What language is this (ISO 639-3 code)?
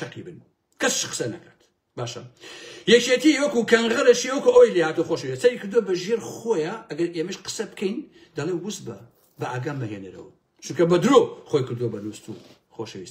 ckb